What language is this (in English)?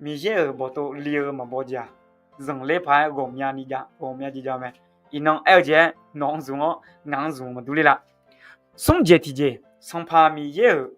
Akha